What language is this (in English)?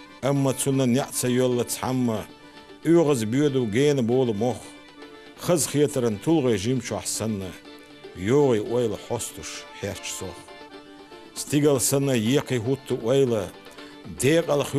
Chechen